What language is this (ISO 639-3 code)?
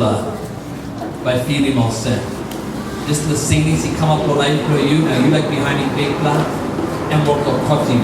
tpi